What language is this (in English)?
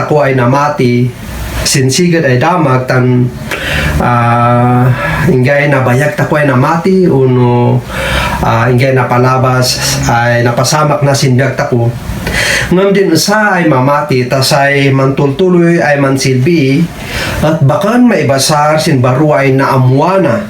Kankanaey